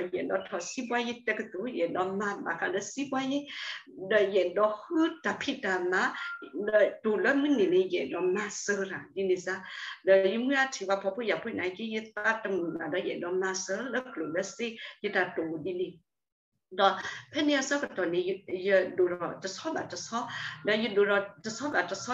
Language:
S'gaw Karen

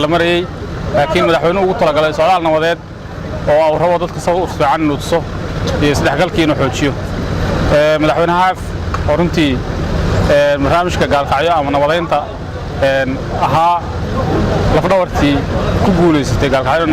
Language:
Somali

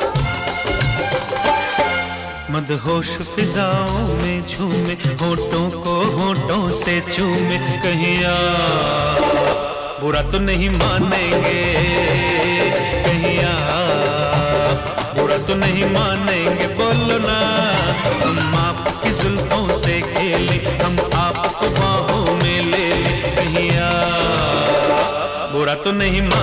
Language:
Hindi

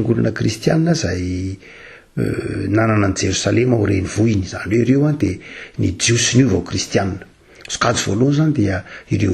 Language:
Malagasy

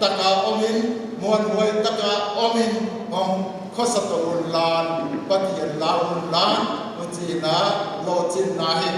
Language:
Paite Chin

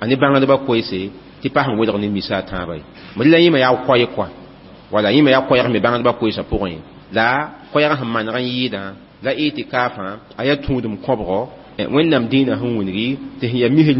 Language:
Mossi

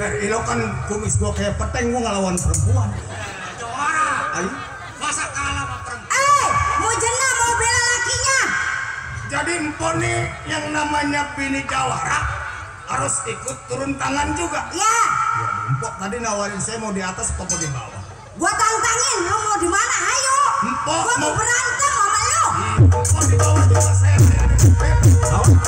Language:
Betawi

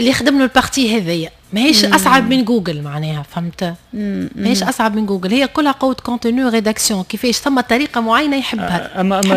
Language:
Tunisian Arabic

